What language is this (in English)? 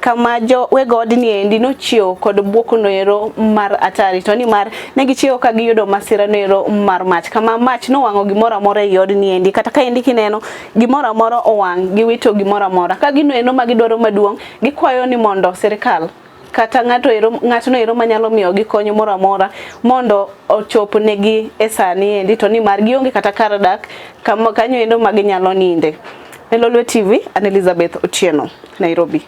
Luo (Kenya and Tanzania)